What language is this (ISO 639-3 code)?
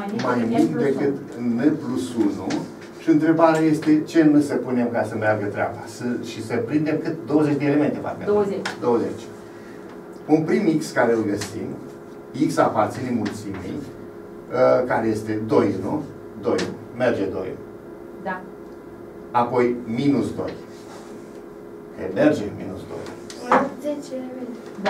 ron